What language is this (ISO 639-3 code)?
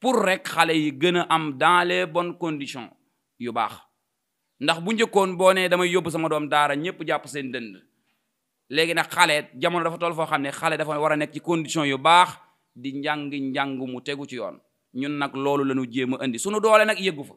wol